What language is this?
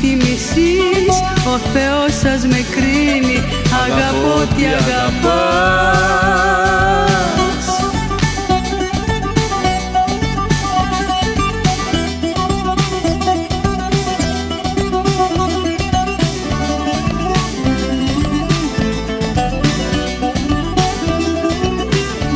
Greek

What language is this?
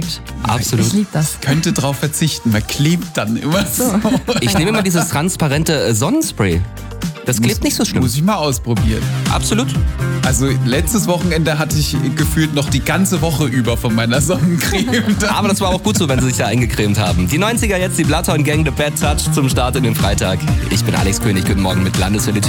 German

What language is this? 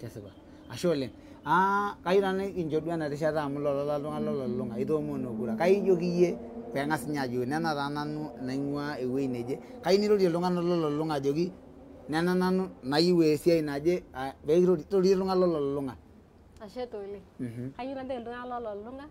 Masai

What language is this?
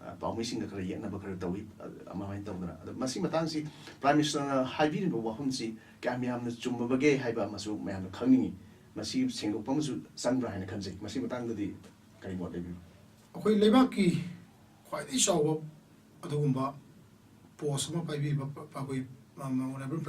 Manipuri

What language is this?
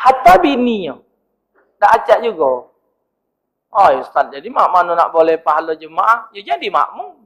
Musi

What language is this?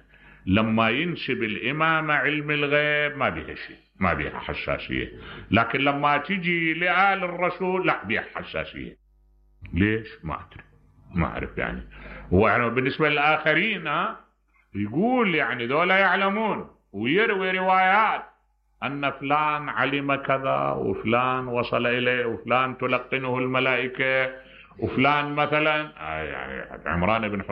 Mesopotamian Arabic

